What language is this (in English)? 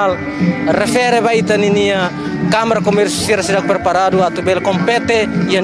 Tetum